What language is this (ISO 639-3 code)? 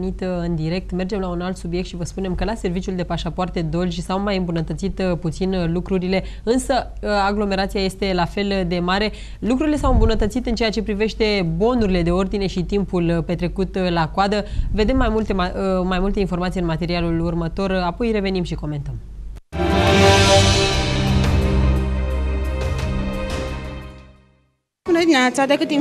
ron